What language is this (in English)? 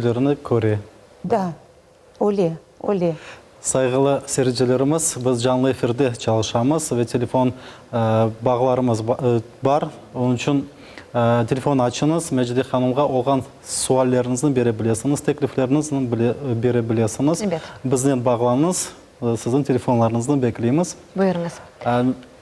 Crimean Tatar